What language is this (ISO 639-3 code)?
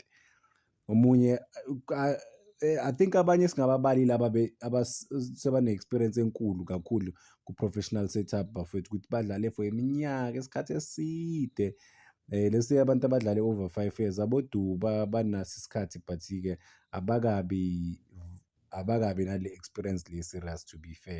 zul